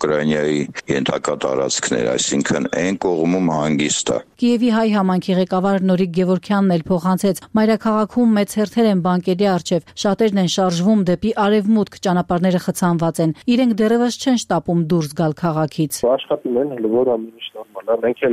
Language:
Armenian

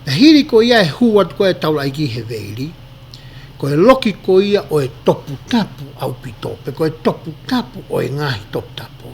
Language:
Tongan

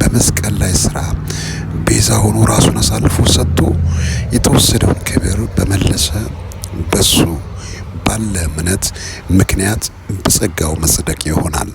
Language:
Amharic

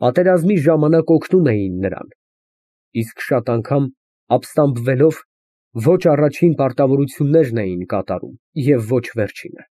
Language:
Armenian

